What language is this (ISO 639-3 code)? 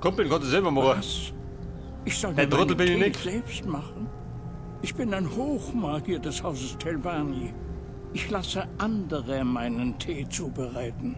bar